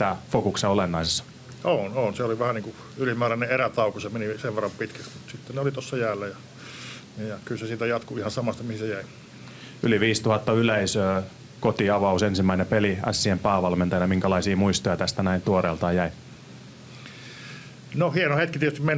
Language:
Finnish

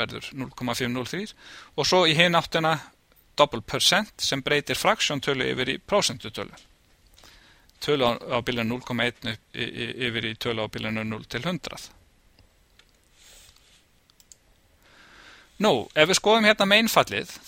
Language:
Icelandic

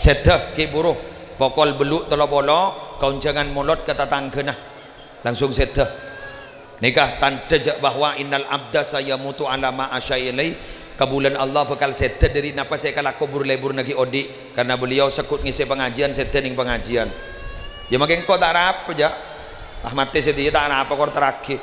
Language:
Madurese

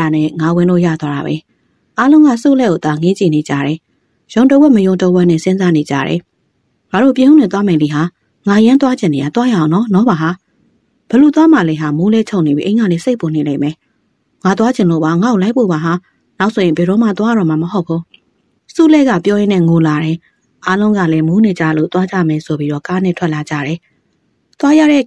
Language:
Burmese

